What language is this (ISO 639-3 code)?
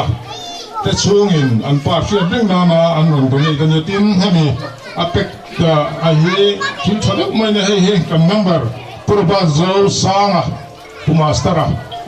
lus